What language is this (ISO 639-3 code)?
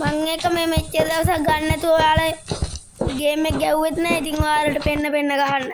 sin